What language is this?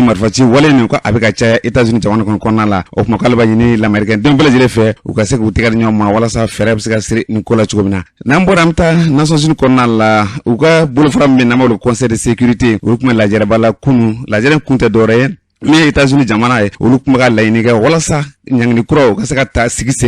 Bambara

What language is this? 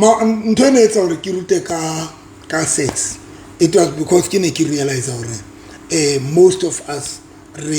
Southern Sotho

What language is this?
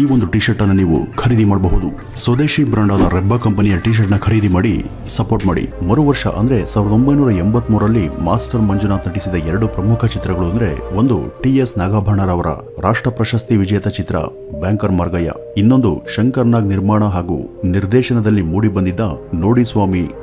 Kannada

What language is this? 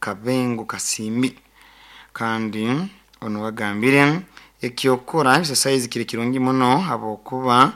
Nyoro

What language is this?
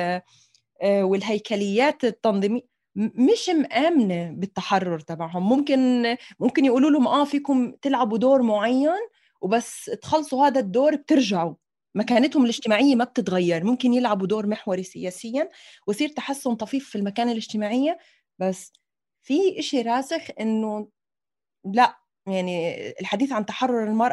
North Levantine Arabic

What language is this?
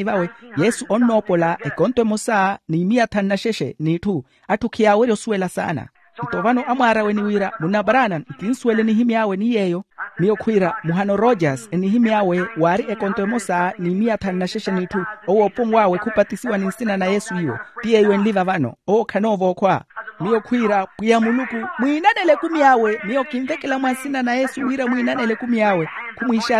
Makhuwa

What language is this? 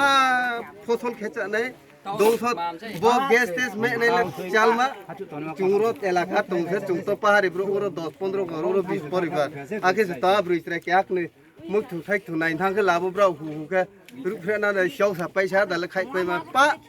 Riang (India)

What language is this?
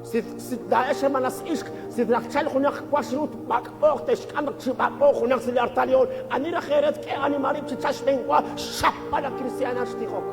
Kekchí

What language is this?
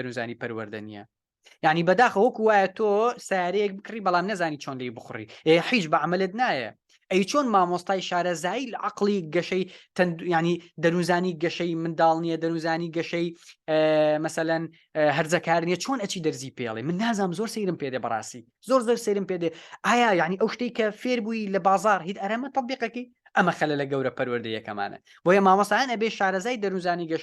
Central Kurdish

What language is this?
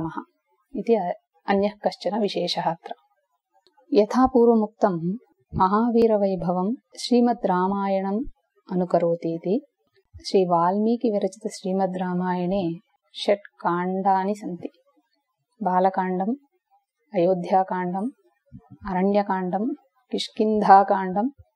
Sanskrit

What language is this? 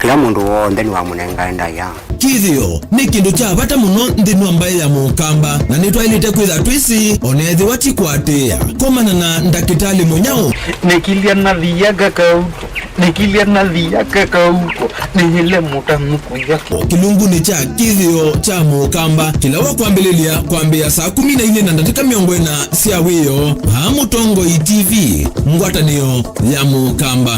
Kamba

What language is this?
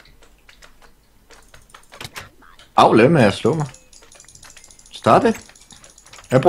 Danish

